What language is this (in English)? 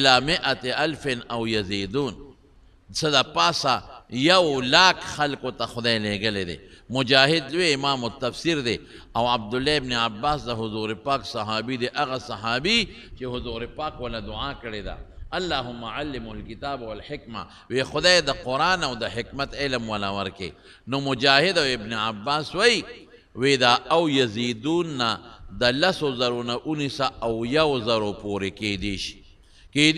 Pashto